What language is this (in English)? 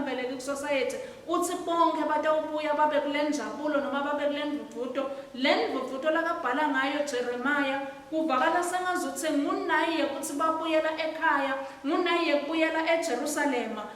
Swati